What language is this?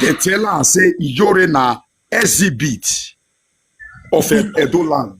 Nigerian Pidgin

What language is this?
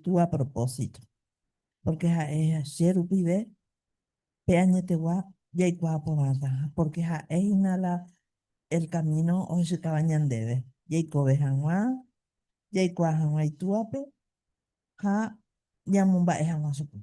Guarani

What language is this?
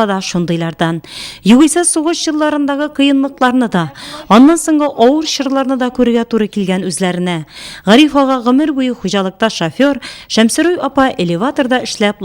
Tatar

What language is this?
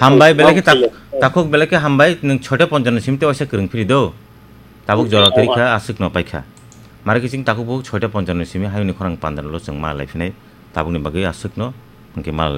Kok Borok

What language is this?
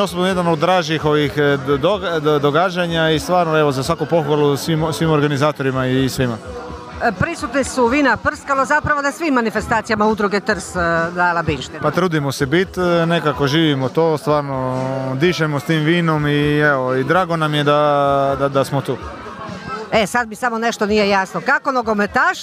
Croatian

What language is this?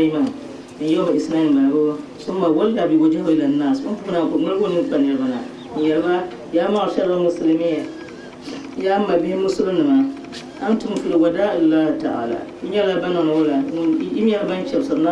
Dagbani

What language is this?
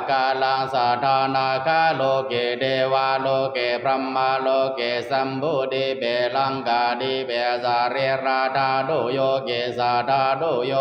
Pali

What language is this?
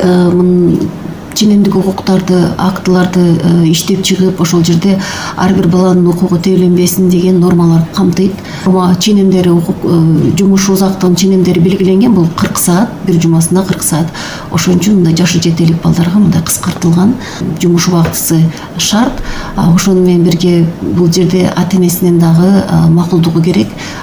Kyrgyz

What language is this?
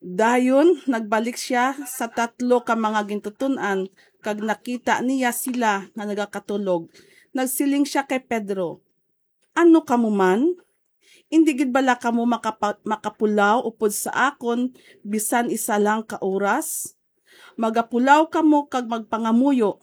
Hiligaynon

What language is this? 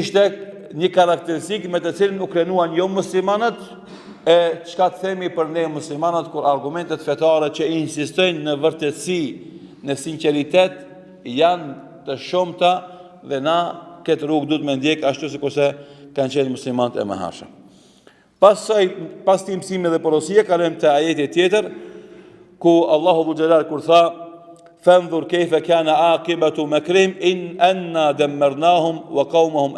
Albanian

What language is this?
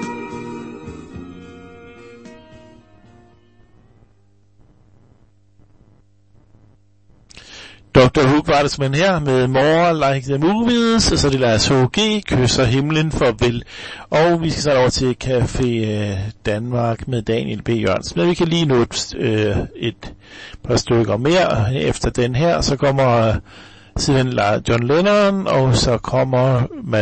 Danish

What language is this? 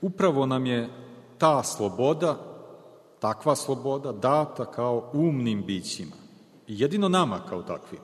Serbian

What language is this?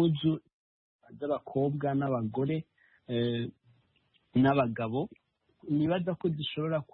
Kinyarwanda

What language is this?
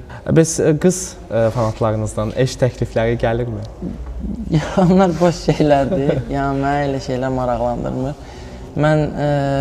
Azerbaijani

